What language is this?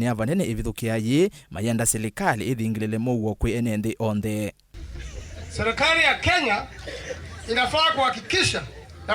Kamba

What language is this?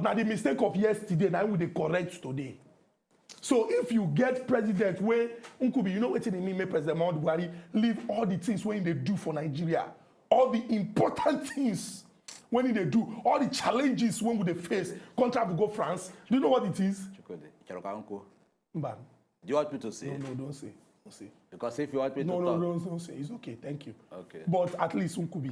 Nigerian Pidgin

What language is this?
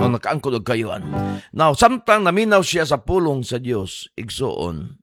Cebuano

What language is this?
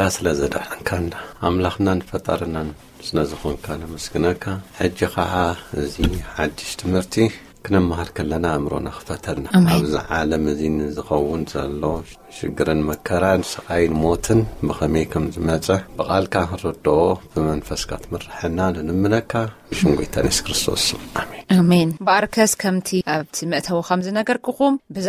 Tigrinya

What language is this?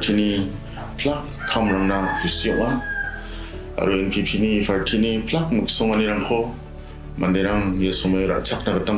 Garo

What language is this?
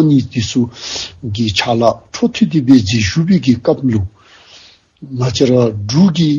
Dzongkha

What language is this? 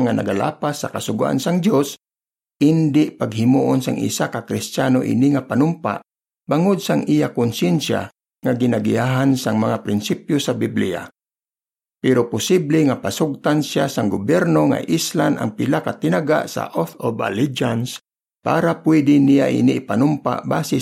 Hiligaynon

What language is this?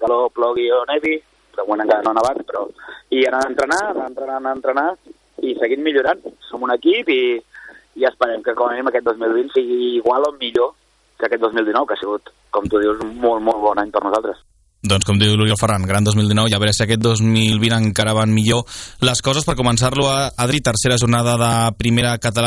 Catalan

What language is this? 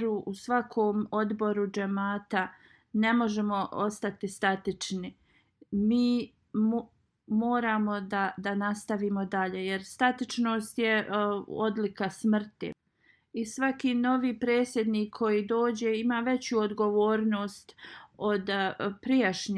Bosnian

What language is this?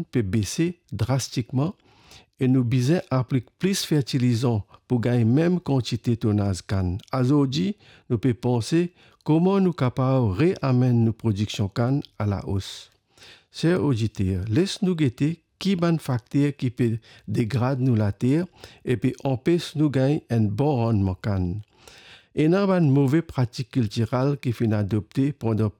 Morisyen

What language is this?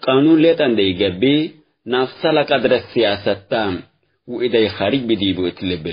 Tigre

